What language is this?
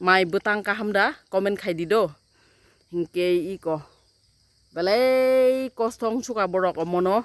Kok Borok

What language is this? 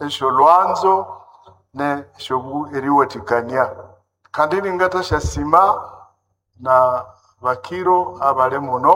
Nande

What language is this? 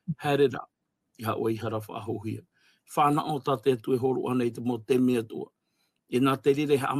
Tahitian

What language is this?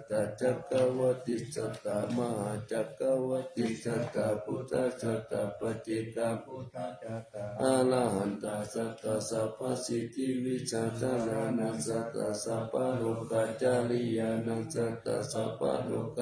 Pali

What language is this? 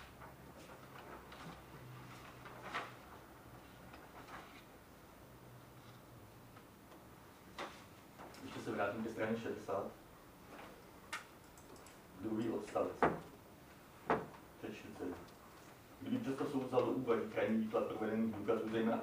Czech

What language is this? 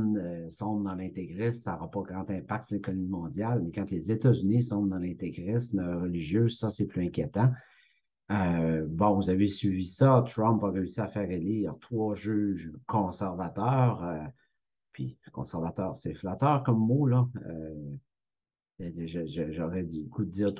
French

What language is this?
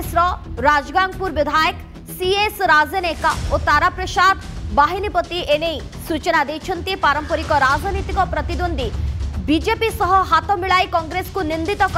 Odia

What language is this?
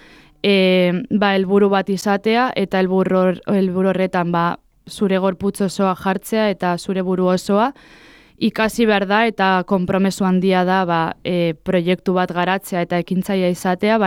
Basque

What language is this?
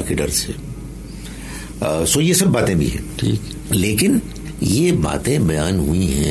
Urdu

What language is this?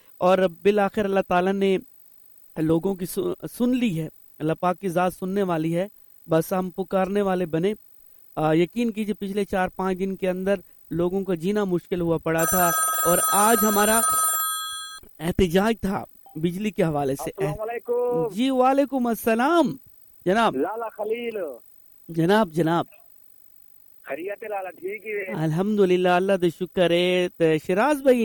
Urdu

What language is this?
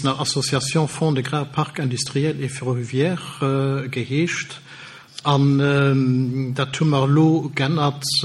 Luxembourgish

